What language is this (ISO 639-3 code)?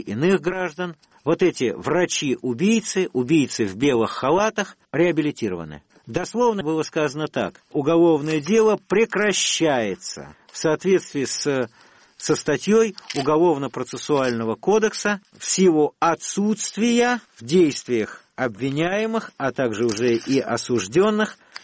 rus